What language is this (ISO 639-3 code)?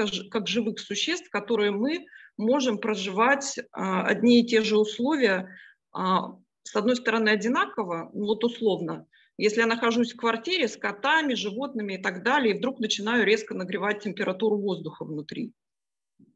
rus